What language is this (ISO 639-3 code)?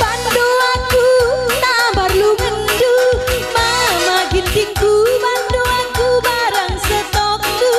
btx